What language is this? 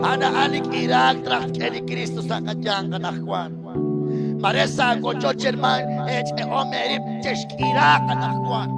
Kekchí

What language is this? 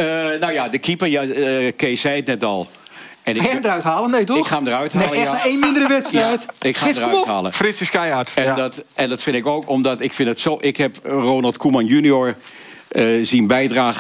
Dutch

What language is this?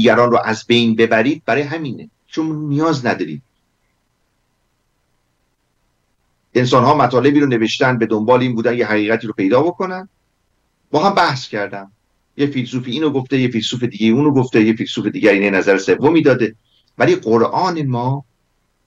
Persian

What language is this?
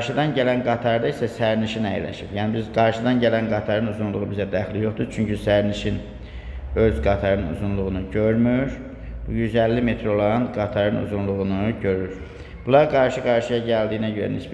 Azerbaijani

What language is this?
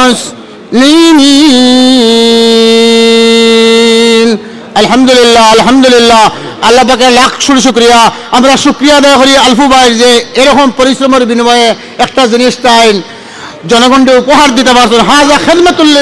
Sylheti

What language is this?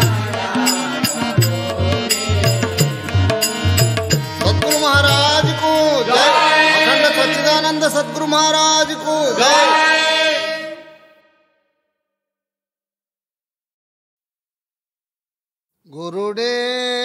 Telugu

